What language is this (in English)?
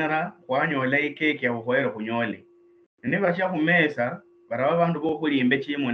Luyia